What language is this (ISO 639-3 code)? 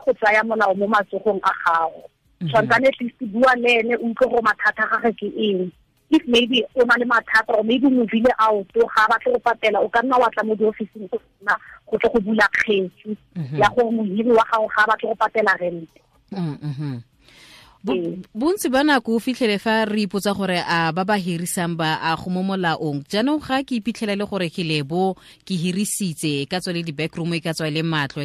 tsn